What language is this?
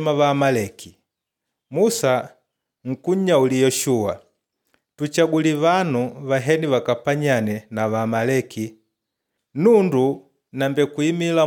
Makonde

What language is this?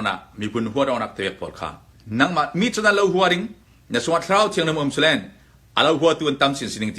Hakha Chin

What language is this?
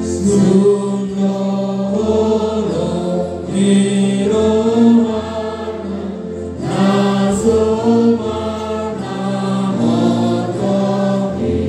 Batak Toba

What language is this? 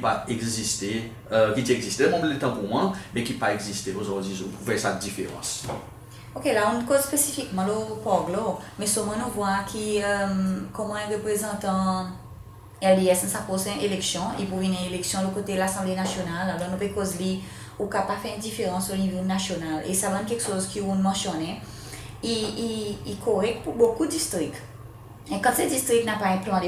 Seselwa Creole French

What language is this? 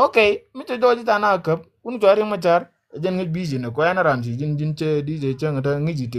Nuer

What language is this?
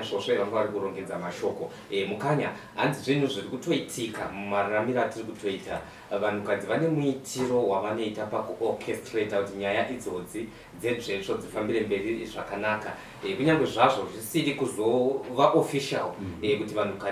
Shona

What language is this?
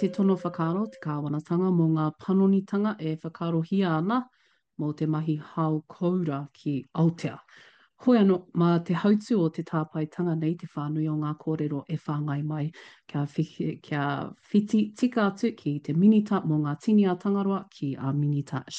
Māori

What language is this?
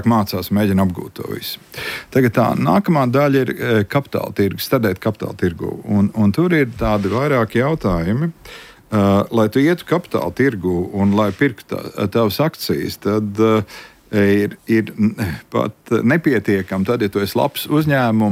Latvian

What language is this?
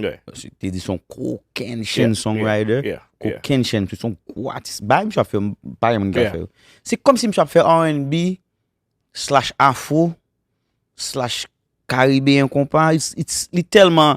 Haitian Creole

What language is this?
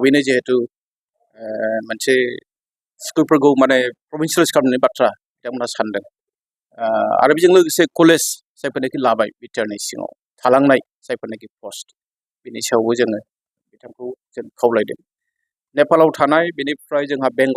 Bodo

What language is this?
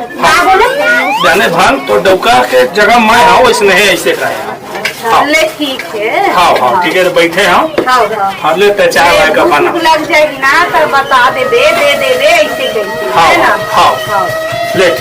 Chhattisgarhi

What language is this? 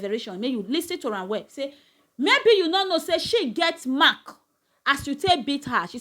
Nigerian Pidgin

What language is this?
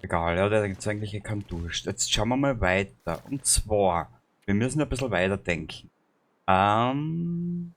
Bavarian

